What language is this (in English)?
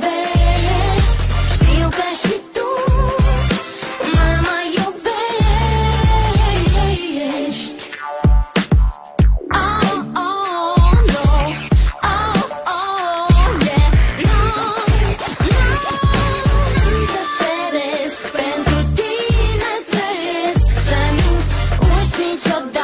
Romanian